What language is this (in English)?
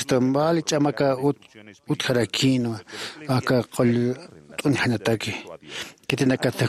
Aymara